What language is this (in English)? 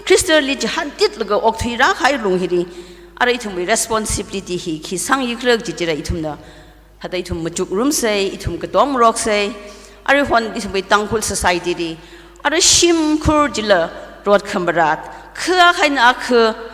Tangkhul Naga (India)